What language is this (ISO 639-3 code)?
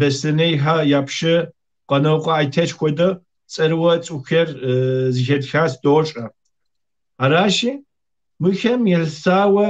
kbd